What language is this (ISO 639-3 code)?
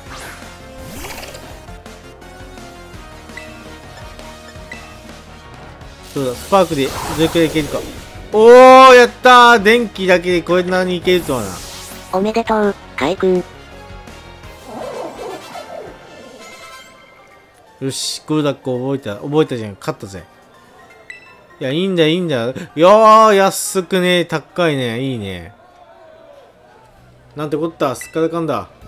jpn